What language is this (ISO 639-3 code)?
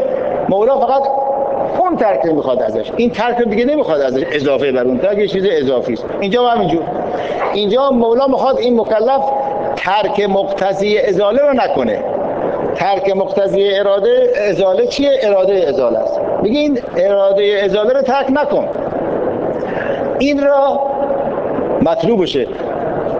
fas